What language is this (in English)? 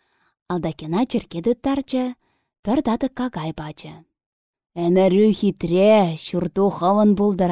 Chuvash